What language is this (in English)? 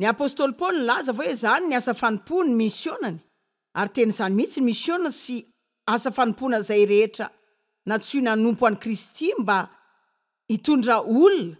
Malagasy